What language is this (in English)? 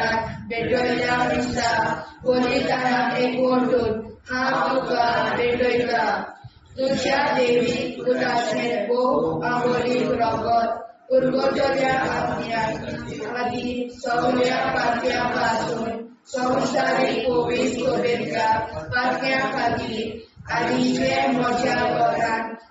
Konkani